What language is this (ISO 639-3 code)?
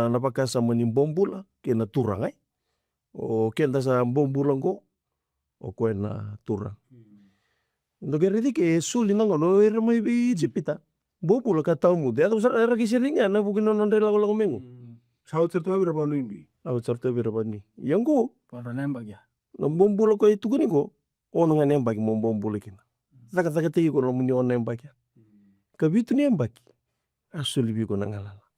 fij